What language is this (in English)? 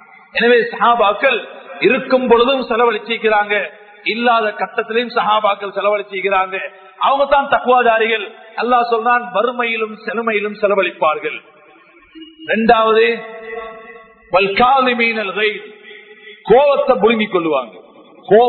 Tamil